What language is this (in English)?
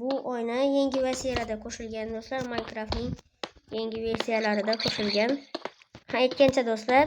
Uzbek